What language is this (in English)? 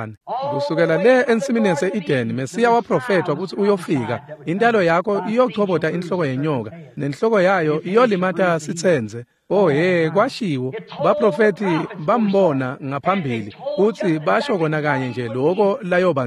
Swati